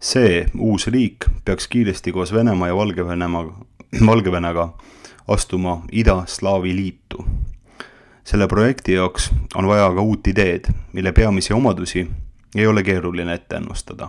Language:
Estonian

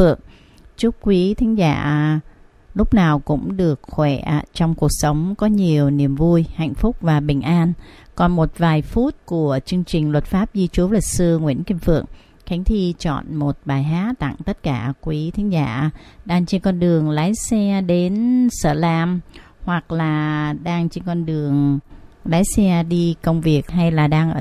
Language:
Vietnamese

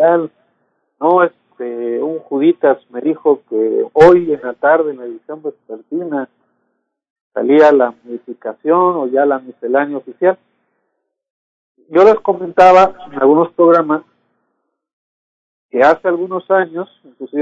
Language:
Spanish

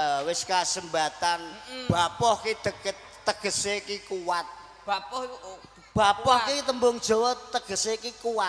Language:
Javanese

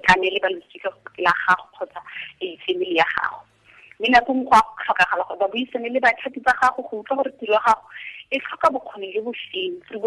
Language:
Tswana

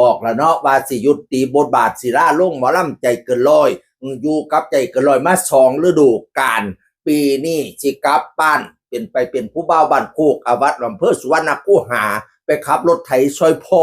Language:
Northeastern Thai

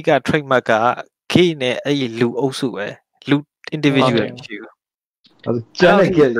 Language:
Burmese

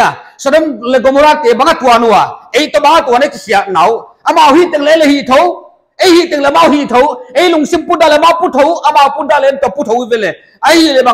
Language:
Paite Chin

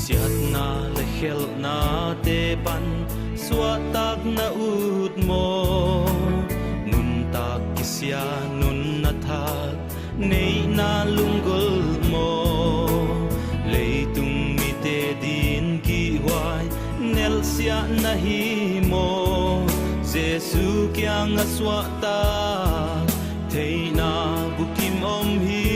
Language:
Paite Chin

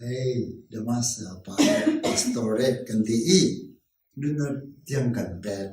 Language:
Hakha Chin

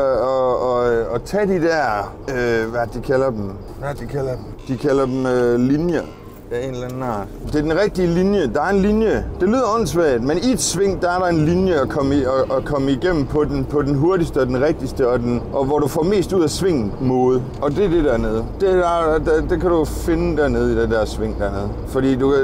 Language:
Danish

